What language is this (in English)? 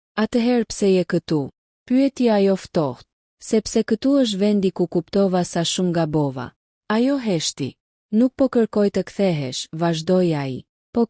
Albanian